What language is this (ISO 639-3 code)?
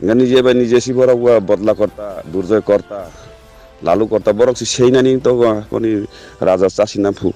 ria